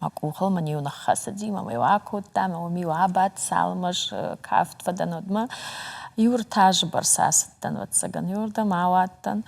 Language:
Ossetic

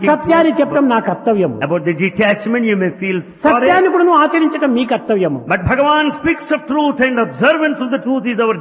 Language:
Telugu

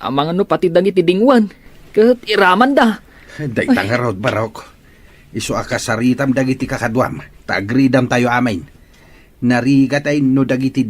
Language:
Iloko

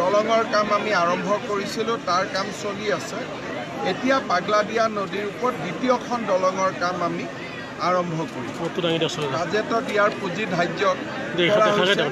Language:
Assamese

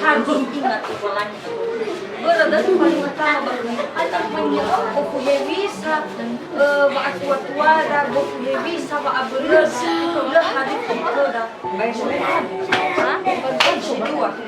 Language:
Nias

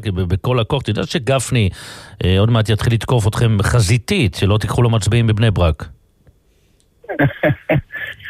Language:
Hebrew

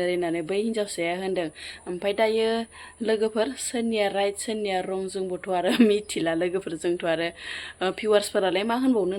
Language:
Bodo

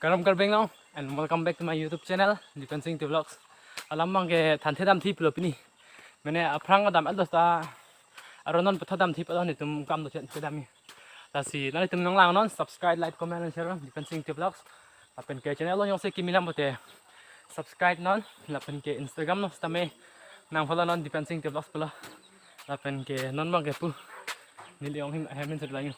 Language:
Karbi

